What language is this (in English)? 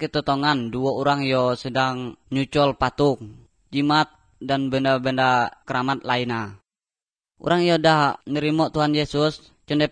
Malay